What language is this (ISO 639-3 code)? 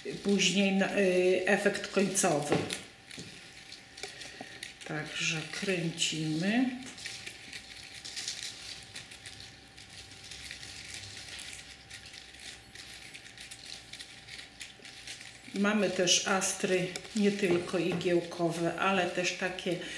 pol